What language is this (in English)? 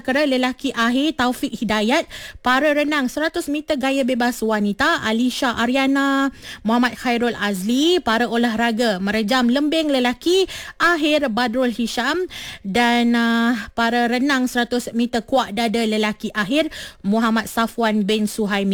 Malay